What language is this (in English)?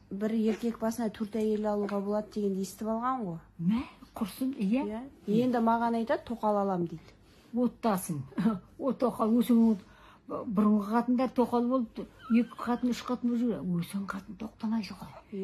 Kazakh